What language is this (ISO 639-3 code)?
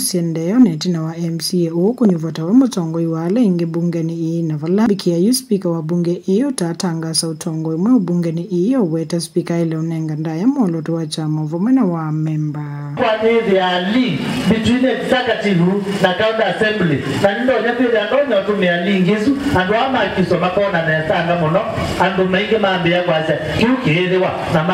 kam